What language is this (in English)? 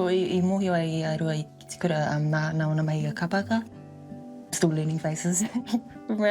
Māori